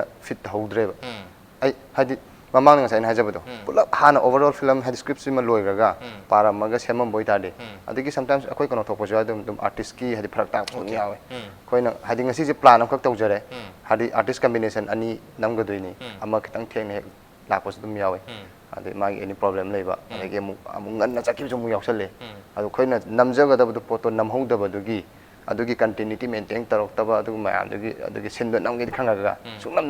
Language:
Manipuri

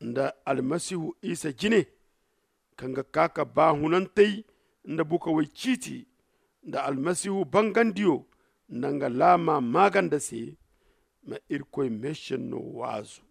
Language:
Zarma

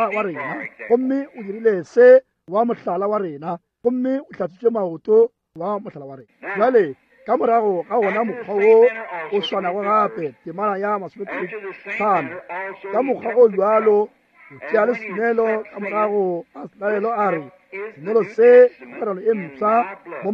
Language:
Northern Sotho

